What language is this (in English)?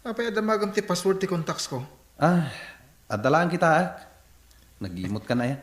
Iloko